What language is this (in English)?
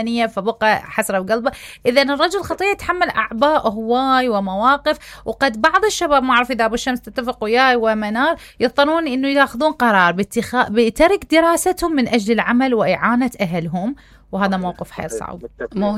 Mesopotamian Arabic